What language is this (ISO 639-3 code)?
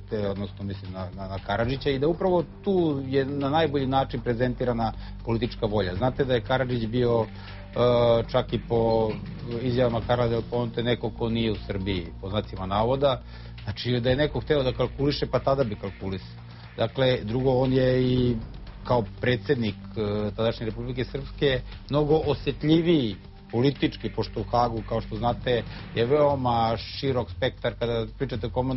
srp